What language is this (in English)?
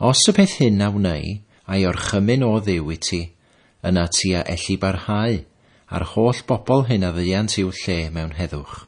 Welsh